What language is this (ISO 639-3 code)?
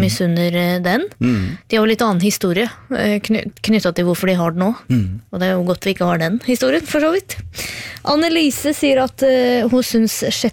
nor